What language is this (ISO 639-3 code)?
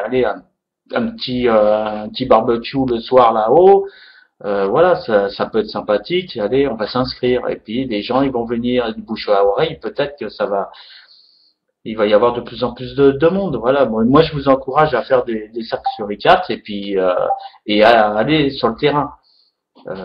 fra